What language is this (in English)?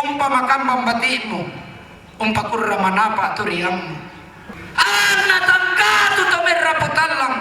Toraja-Sa'dan